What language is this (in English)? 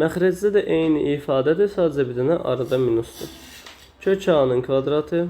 Azerbaijani